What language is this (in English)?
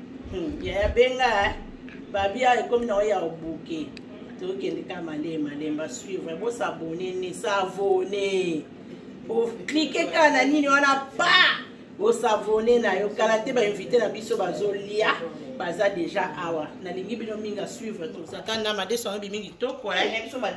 Lingala